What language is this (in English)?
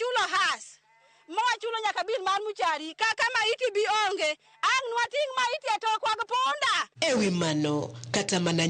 Luo (Kenya and Tanzania)